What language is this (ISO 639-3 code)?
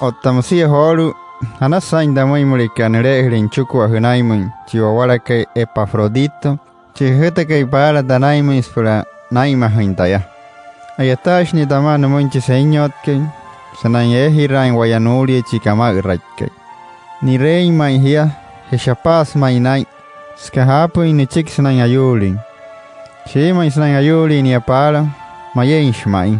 guc